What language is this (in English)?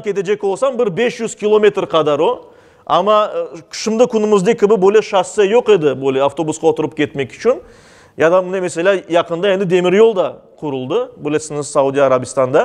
Crimean Tatar